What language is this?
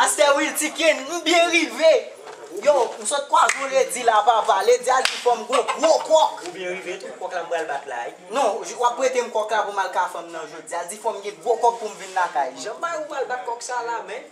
Haitian Creole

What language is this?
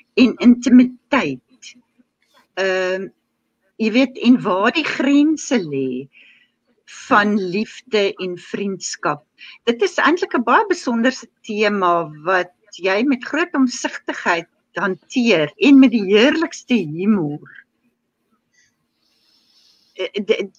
Afrikaans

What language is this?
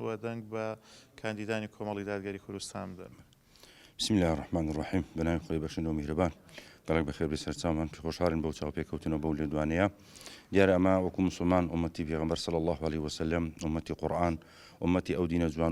Central Kurdish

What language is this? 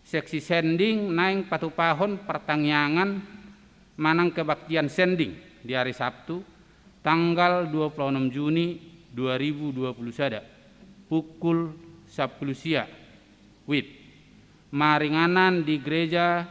Batak Toba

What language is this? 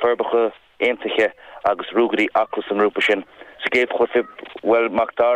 Irish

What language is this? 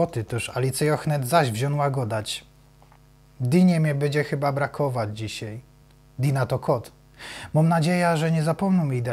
Silesian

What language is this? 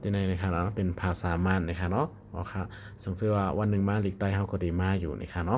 Shan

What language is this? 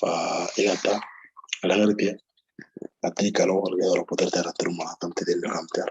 Moro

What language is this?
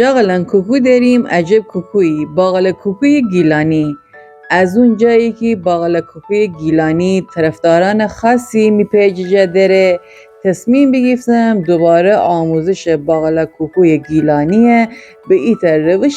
Gilaki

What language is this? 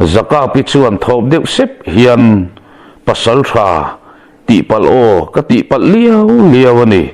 Mizo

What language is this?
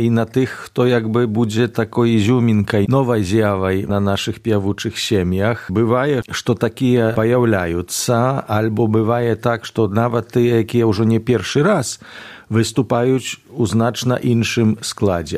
Belarusian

